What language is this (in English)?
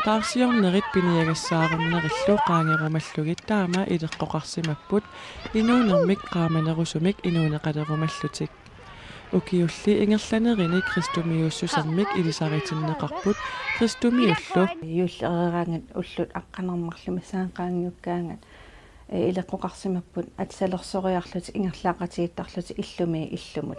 Kalaallisut